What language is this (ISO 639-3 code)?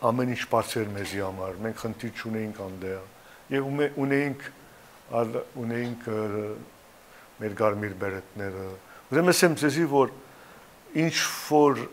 hyw